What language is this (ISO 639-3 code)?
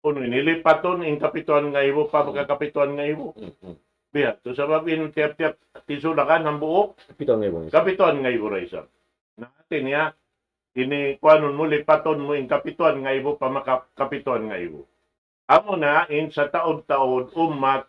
tsg